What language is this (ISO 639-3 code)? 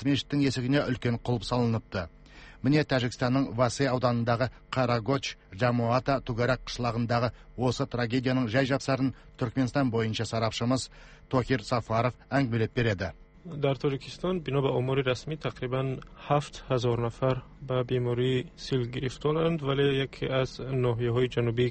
kaz